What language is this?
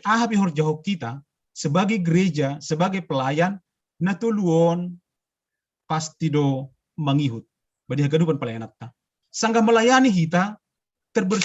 Batak Simalungun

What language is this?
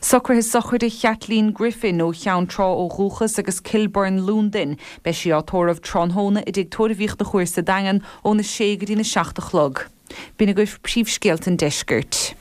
Irish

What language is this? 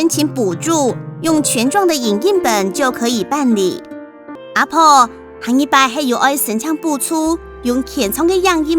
Hakka Chinese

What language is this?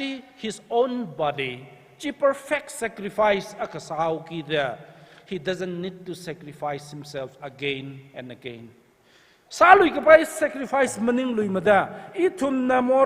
Tangkhul Naga (India)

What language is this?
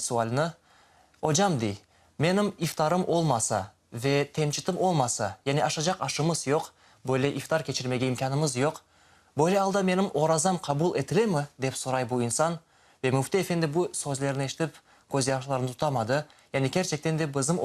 Crimean Tatar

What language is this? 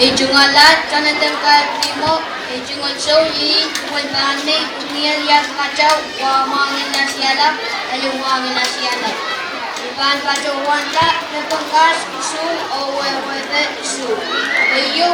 Pohnpeian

